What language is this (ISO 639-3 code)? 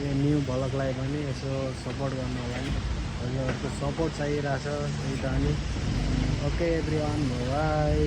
nep